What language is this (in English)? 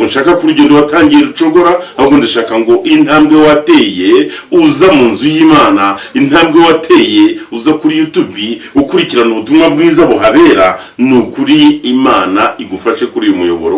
Kinyarwanda